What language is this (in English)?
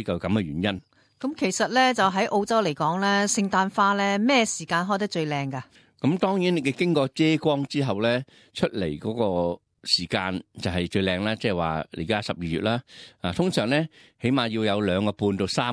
Cantonese